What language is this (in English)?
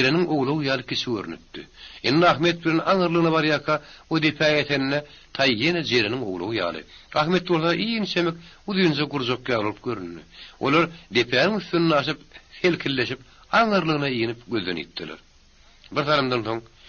Turkmen